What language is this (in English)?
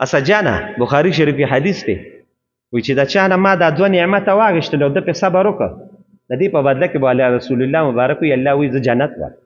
Pashto